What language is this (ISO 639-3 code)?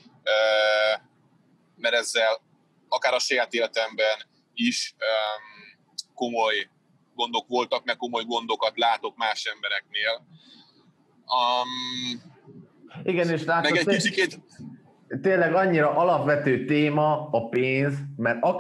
hun